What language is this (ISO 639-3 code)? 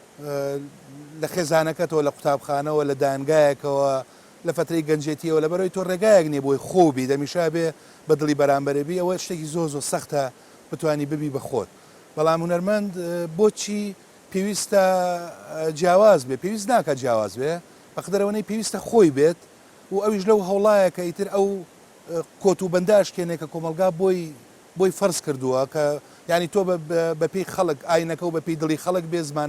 ckb